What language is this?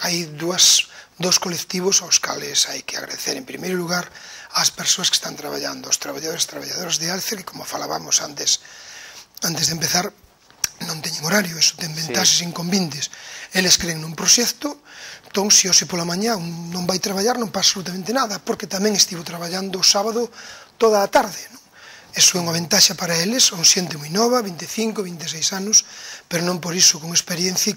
Galician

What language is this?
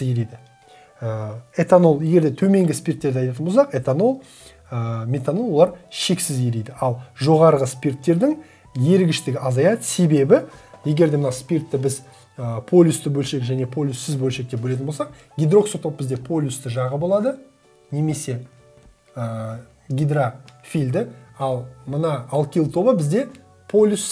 Kazakh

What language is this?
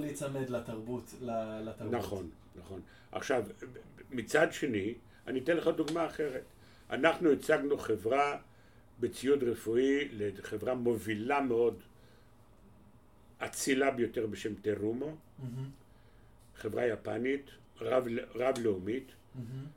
Hebrew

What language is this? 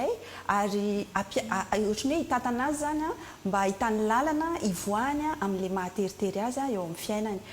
Malagasy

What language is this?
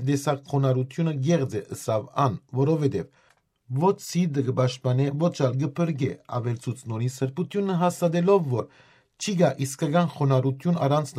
Western Armenian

